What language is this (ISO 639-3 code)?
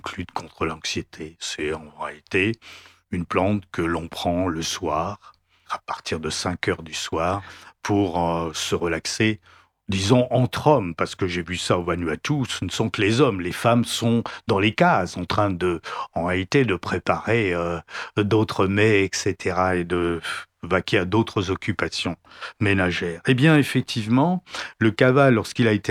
fra